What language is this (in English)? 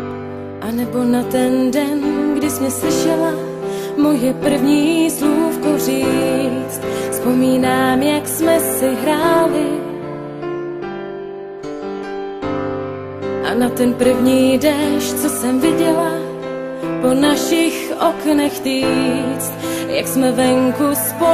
Czech